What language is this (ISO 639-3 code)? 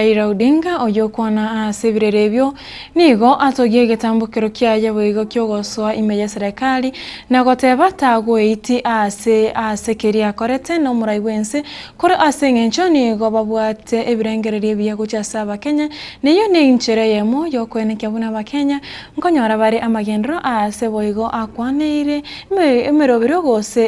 guz